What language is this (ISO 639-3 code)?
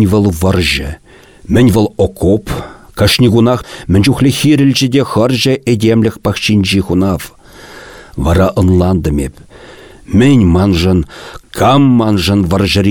chv